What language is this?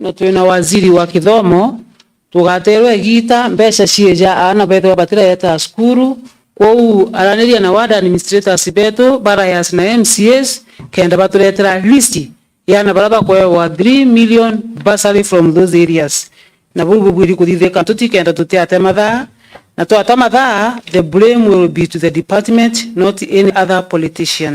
Meru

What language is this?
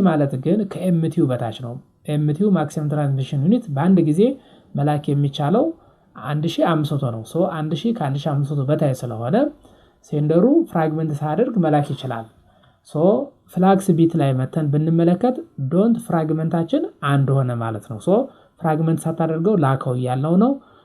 Amharic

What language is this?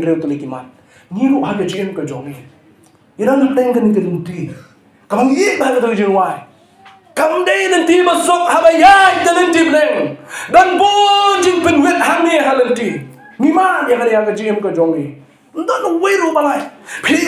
Khasi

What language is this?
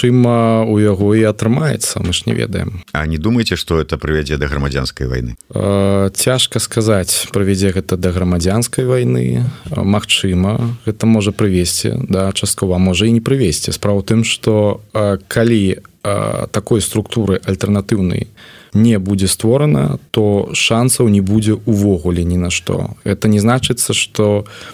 Belarusian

